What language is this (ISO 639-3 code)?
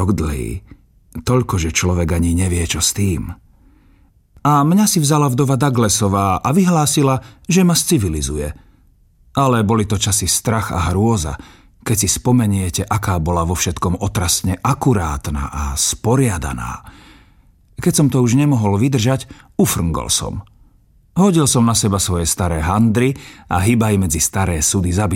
slk